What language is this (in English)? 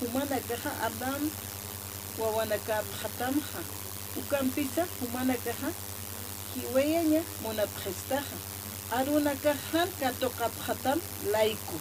Aymara